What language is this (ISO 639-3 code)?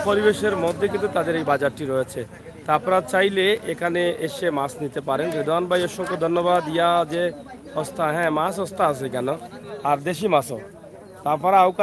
syl